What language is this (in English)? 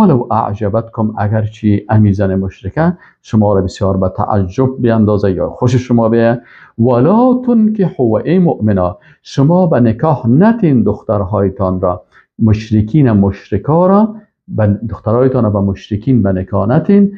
Persian